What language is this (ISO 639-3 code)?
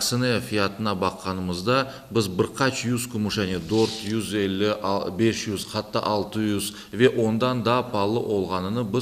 crh